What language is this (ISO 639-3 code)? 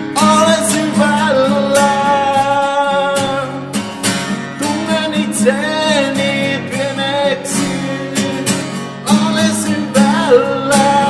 fin